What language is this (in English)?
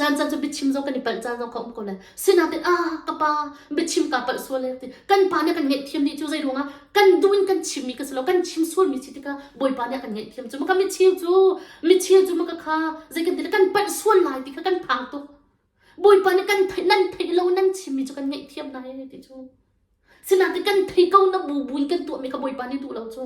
Hakha Chin